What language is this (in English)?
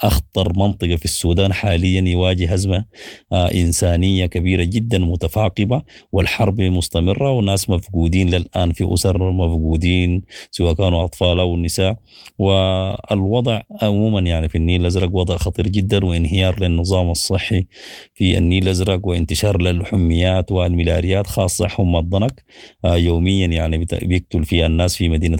Sudanese Arabic